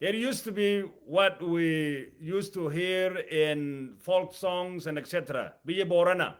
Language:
English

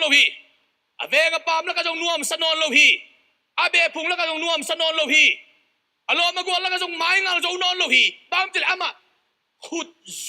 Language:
Tedim Chin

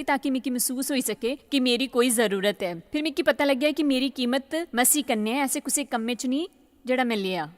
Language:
Dogri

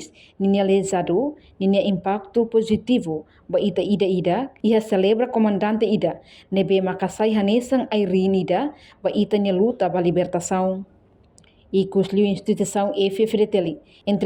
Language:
Tetum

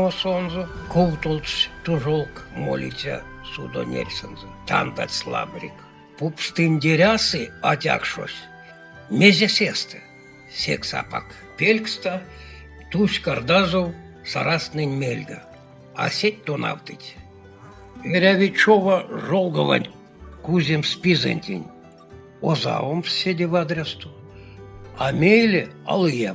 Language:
Erzya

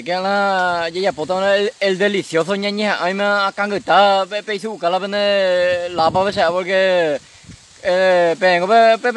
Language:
Guarani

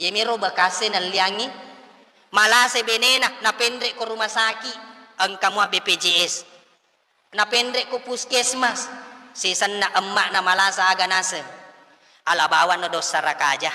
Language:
Buginese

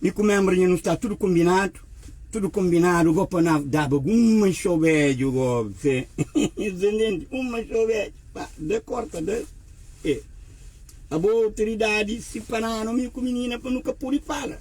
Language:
Kabuverdianu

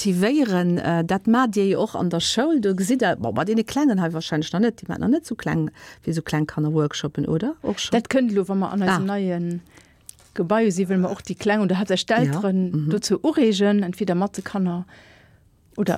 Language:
Luxembourgish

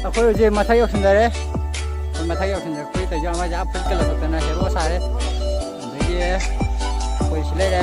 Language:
Manipuri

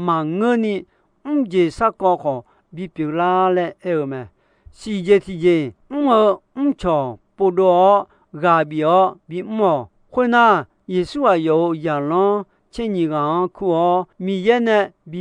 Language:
Akha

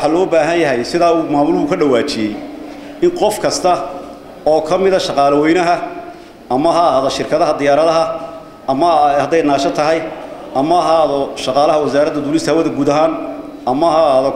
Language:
Somali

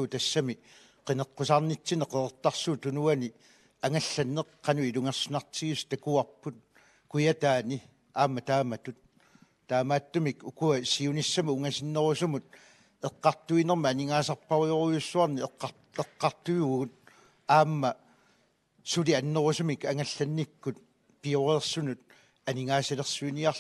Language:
Kalaallisut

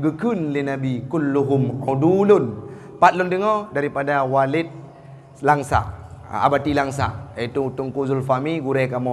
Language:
Achinese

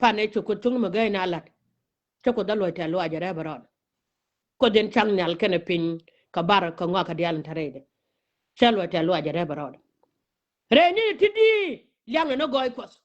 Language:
Nuer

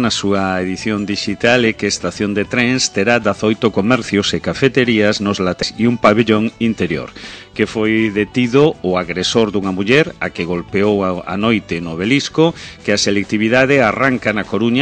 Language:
Galician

